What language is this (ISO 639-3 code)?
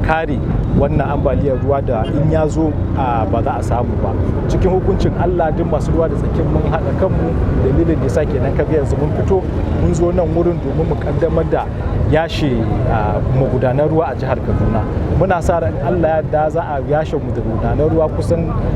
hau